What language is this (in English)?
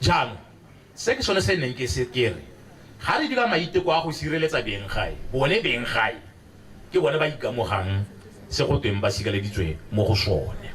Tswana